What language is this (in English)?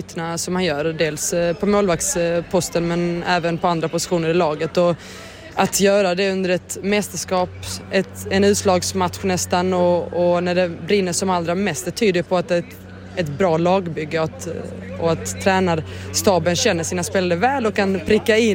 Swedish